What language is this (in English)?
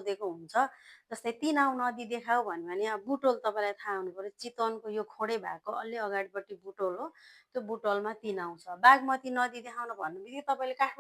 Nepali